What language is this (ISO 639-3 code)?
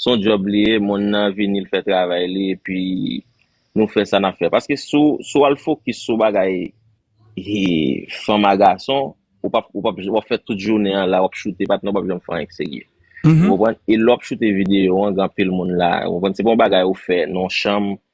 hat